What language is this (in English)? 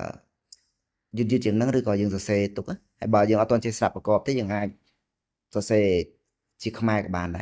Khmer